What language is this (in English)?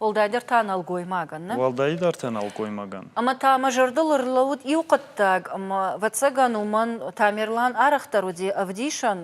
Ossetic